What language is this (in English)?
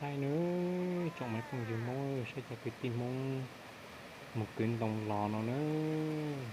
Hmong